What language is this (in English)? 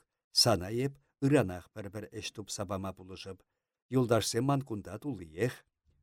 Chuvash